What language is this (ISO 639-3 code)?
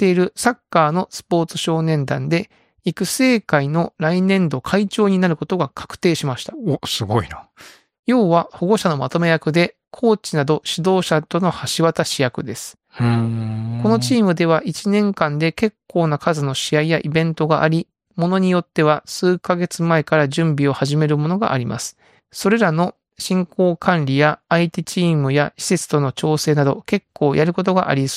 jpn